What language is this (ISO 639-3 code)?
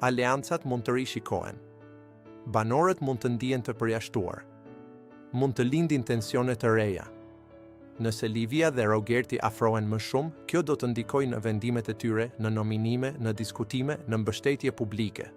sqi